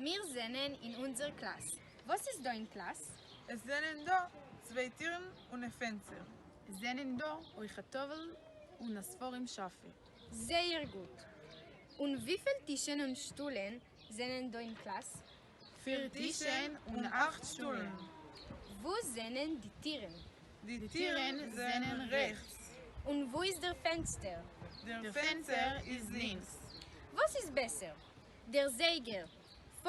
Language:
Yiddish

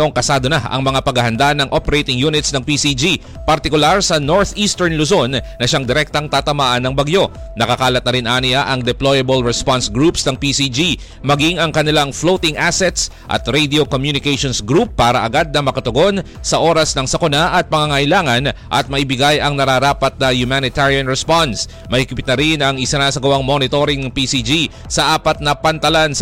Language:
Filipino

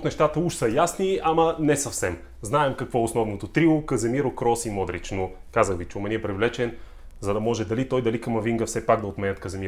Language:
Bulgarian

